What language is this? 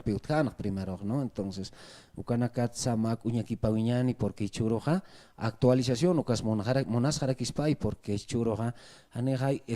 Aymara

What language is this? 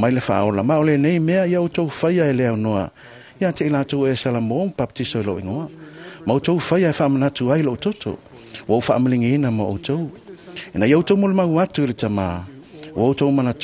Samoan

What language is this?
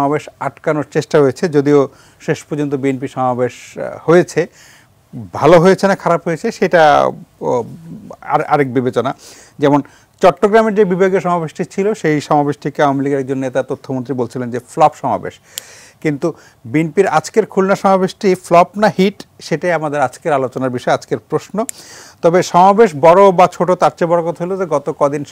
Bangla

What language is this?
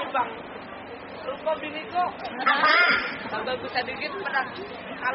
Banjar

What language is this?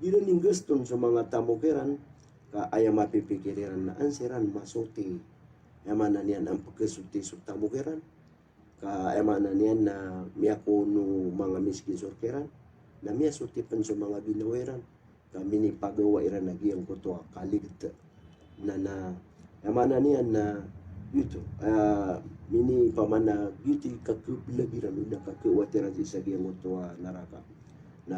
Maranao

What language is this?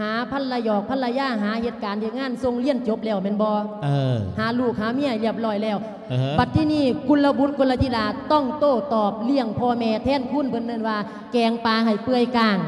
Lao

